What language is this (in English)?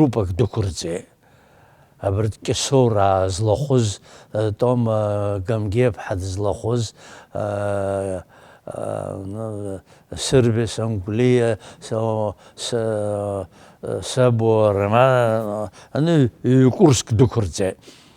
Abkhazian